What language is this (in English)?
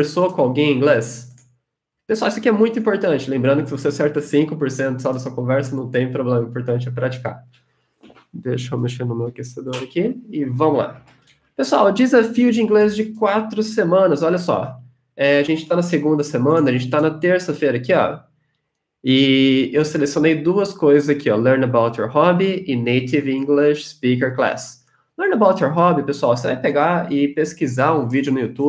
Portuguese